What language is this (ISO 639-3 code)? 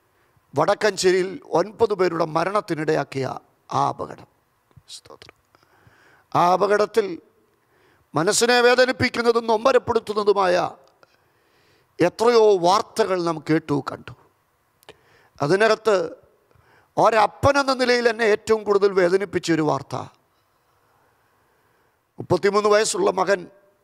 mal